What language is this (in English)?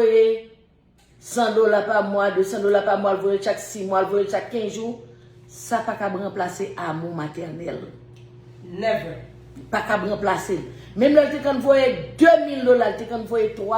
Haitian Creole